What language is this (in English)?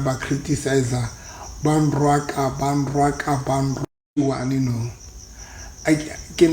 Southern Sotho